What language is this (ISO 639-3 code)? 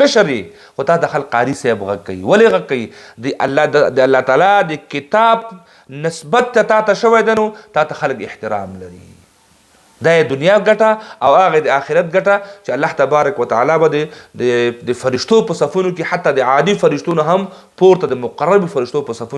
pus